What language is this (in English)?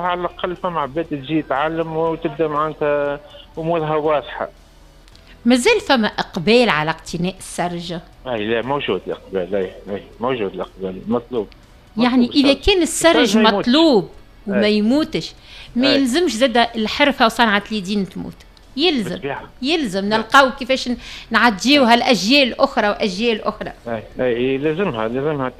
Tunisian Arabic